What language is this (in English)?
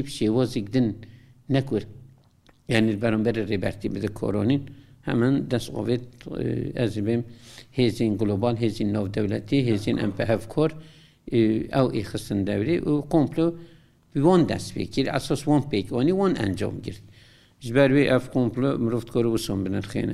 Kurdish